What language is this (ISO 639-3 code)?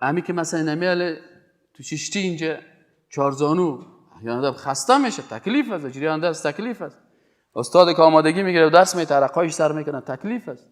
fas